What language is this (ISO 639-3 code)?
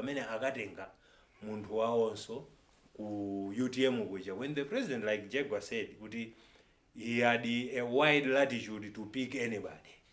nya